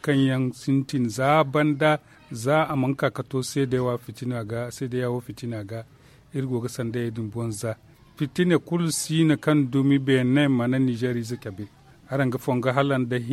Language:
Zarma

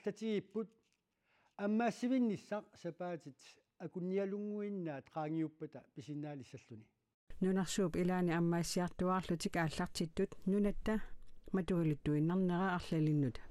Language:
Kalaallisut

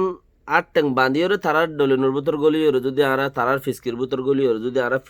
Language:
Rohingya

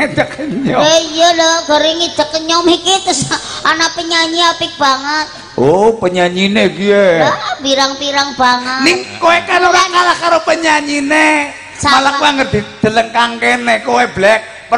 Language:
Javanese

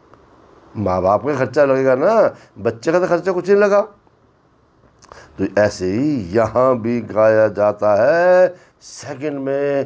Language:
Hindi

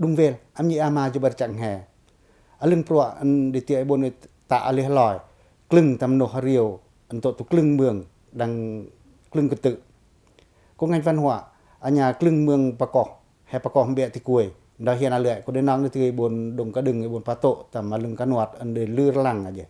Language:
Pacoh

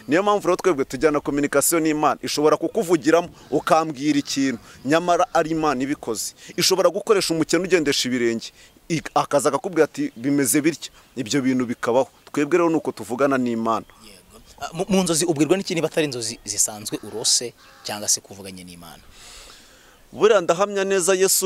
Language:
Kinyarwanda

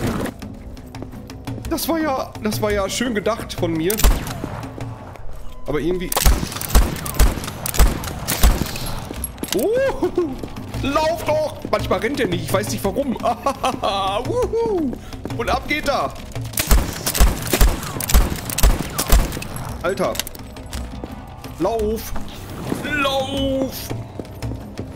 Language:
German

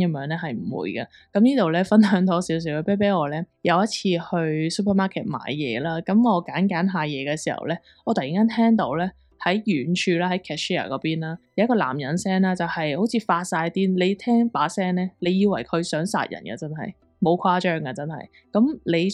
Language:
Cantonese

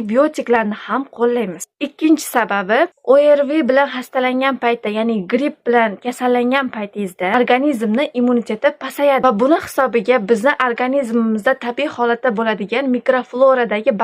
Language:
Uzbek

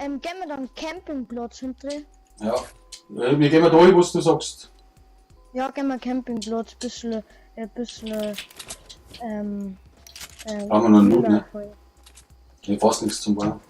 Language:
Bavarian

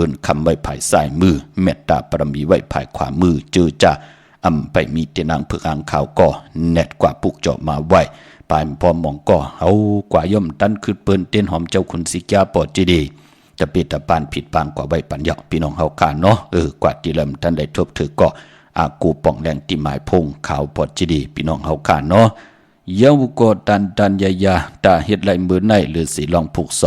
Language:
Shan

